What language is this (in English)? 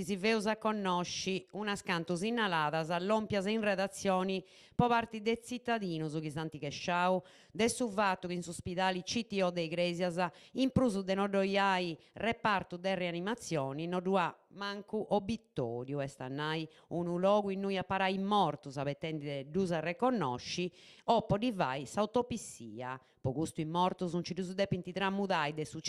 Sardinian